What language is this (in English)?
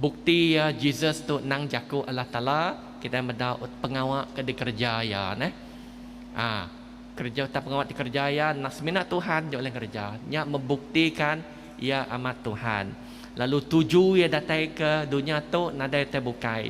Iban